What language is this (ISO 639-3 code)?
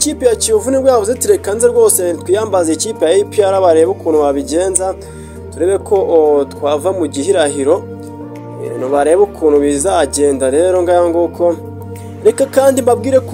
kin